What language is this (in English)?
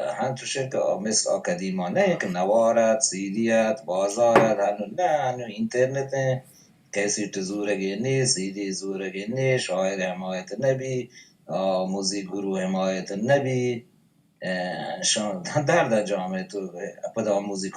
Baluchi